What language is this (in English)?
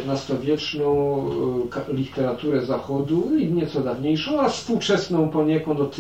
Polish